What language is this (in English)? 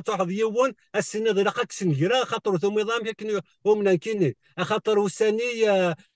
Kabyle